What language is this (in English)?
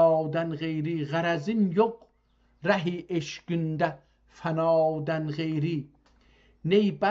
South Azerbaijani